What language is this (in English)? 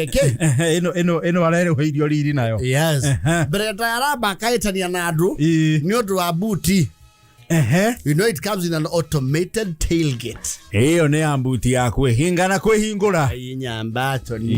Kikuyu